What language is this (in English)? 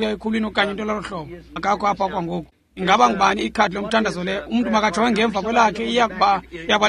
Xhosa